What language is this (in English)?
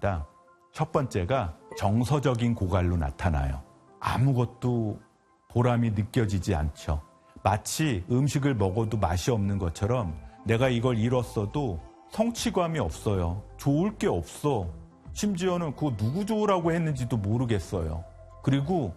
Korean